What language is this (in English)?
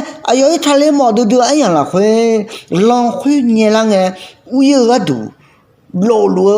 Akha